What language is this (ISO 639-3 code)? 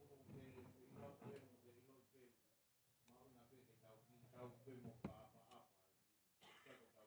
ton